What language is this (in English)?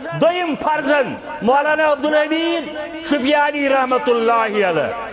Kashmiri